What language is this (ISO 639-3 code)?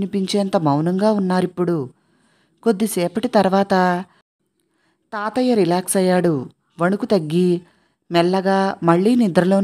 tel